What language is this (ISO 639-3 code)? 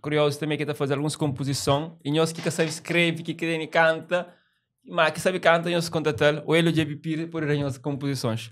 kea